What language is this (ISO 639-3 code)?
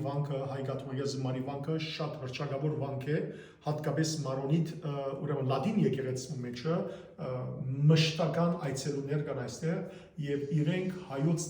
hyw